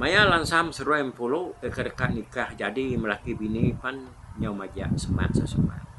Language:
Iban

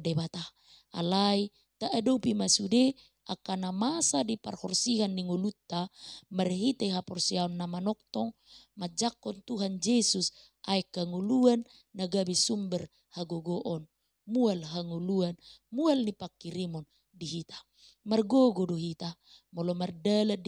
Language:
Batak Toba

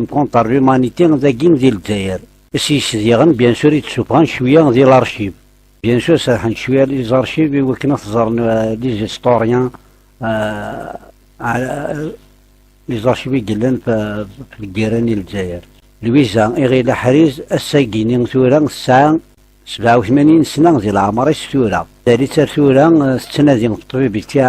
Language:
Kabyle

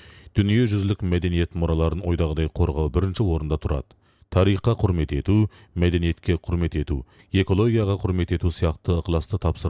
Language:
Kazakh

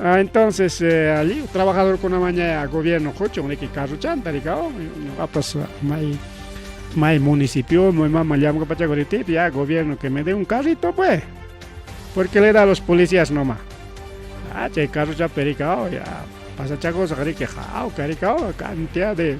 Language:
Ayacucho Quechua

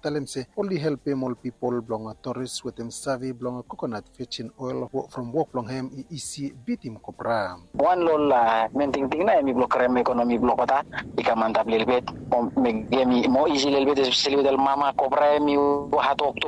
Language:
Bislama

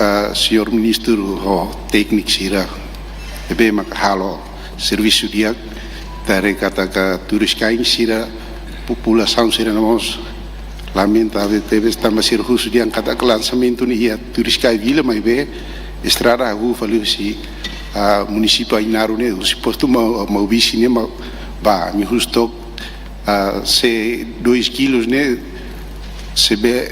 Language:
Tetum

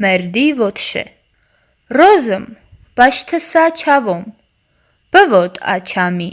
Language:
Talysh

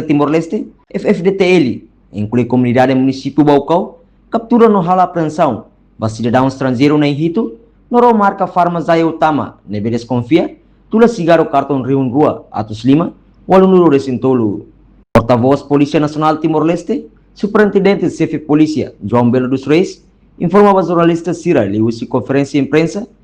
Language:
Tetum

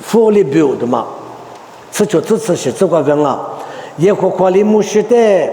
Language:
Lisu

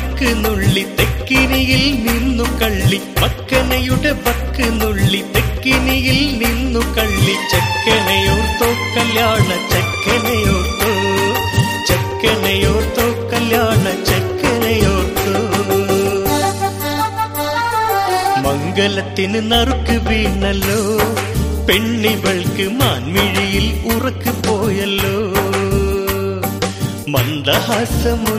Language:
Malayalam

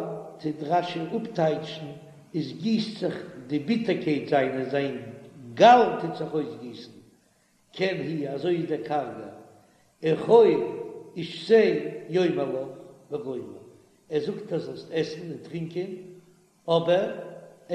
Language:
Yiddish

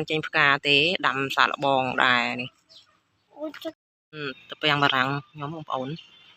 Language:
Khmer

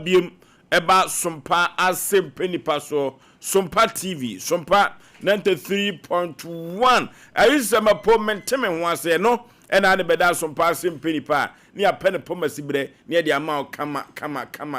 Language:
Akan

